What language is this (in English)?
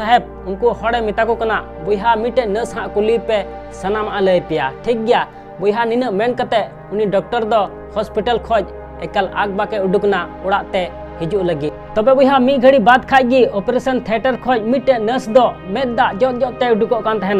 Santali